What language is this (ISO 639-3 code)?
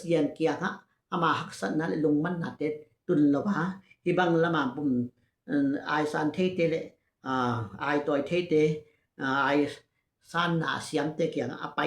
ctd